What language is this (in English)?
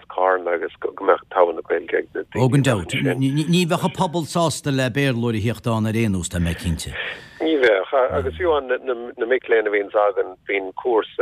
Irish